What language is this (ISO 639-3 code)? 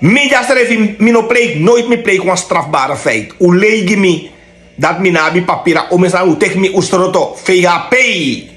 srn